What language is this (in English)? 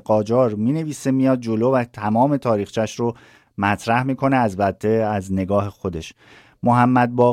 Persian